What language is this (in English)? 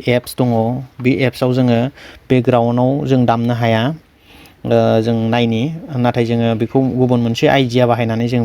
Bodo